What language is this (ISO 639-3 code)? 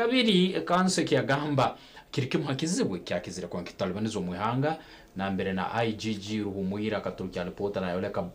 nyn